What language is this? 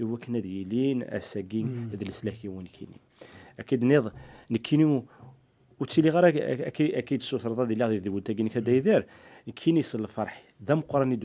Kabyle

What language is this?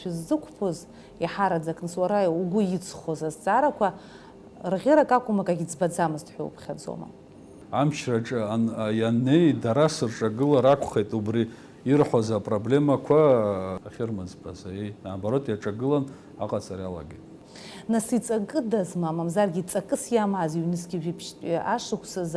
Abkhazian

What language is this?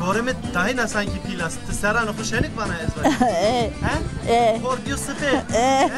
Zaza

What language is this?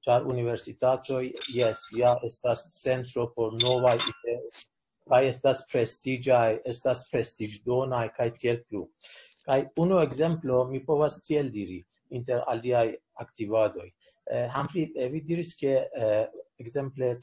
Esperanto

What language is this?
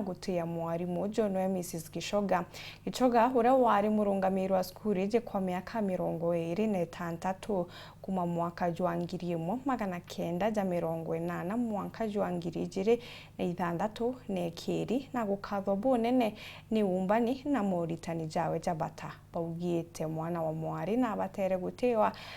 Meru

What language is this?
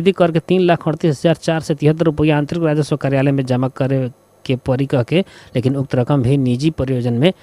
Bhojpuri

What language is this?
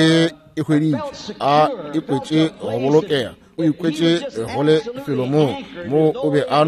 Northern Sotho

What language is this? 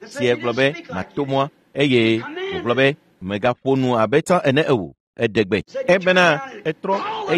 Ewe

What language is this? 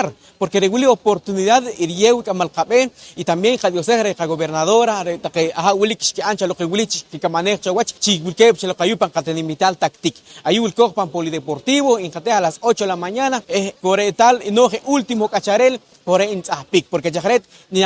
Poqomchi'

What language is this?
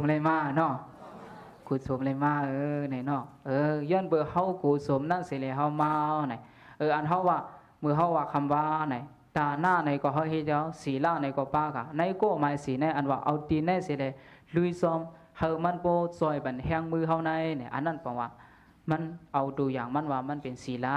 Shan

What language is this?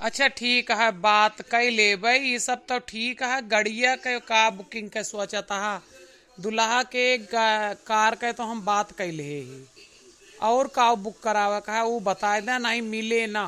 Awadhi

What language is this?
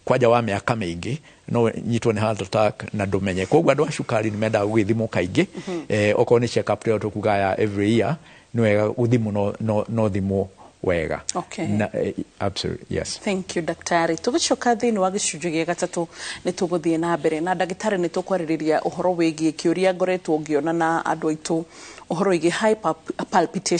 Kikuyu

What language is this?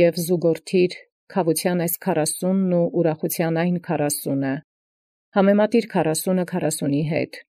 Armenian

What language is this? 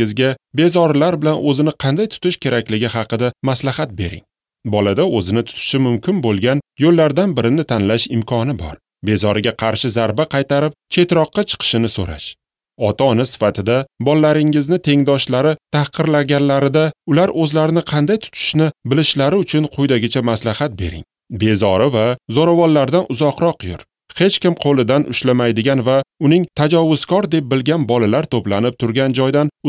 Uzbek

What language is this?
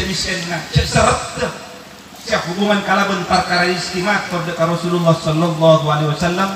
Madurese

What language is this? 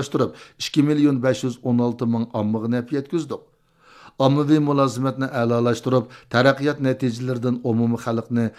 Uyghur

